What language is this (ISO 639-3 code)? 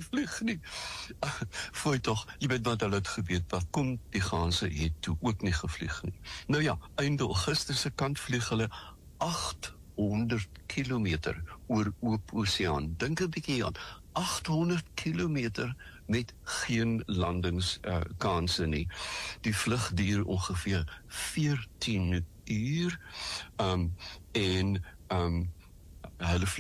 afr